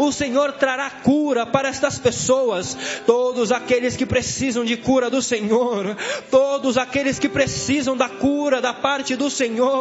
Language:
Portuguese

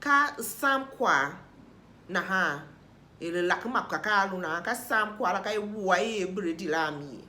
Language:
Tiv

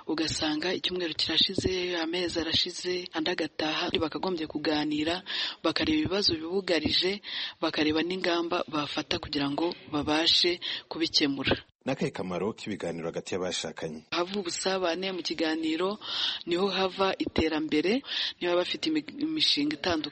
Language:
Kinyarwanda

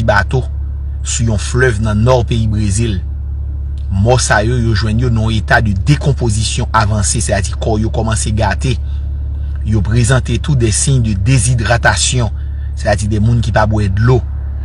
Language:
Haitian Creole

